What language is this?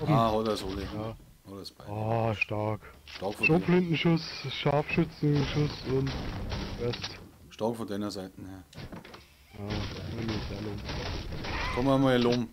Bavarian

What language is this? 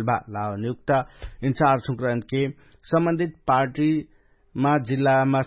Dangaura Tharu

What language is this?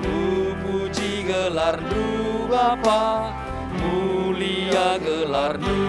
Batak Karo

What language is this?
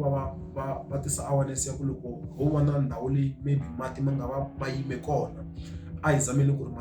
Tsonga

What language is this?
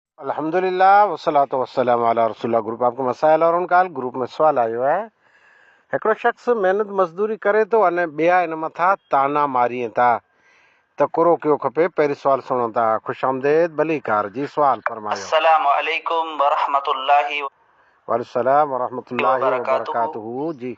Sindhi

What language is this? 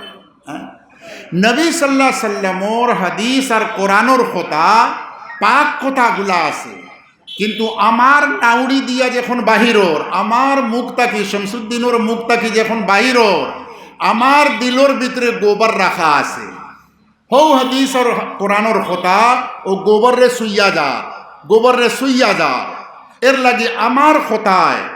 Sylheti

